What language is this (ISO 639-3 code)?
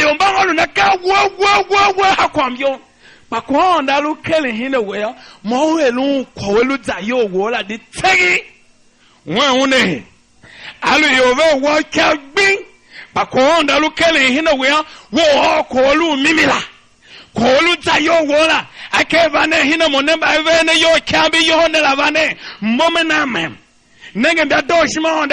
tiv